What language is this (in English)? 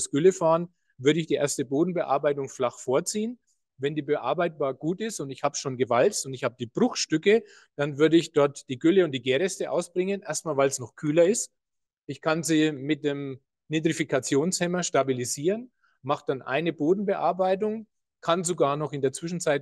German